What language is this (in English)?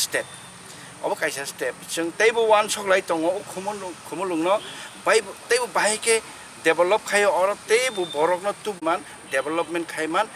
Kok Borok